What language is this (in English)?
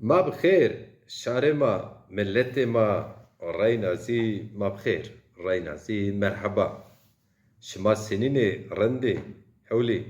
Zaza